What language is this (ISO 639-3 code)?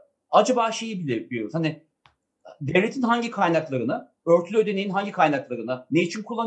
tur